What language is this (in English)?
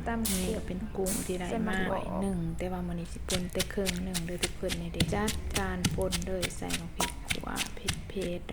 Northeastern Thai